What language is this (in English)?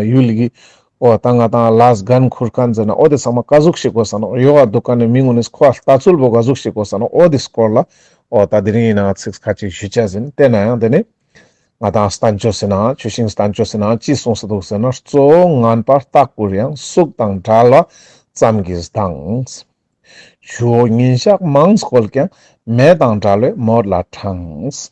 Ladakhi